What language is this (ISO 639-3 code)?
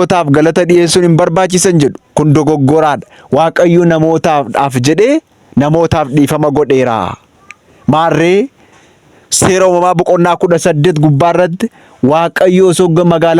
orm